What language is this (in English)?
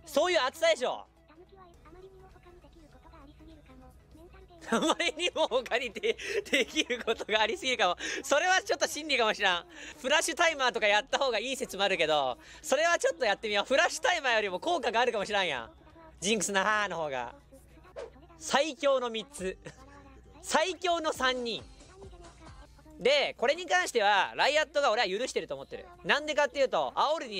Japanese